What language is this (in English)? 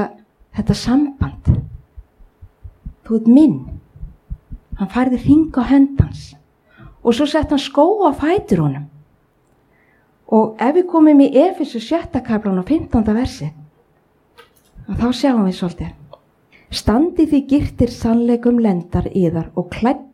Icelandic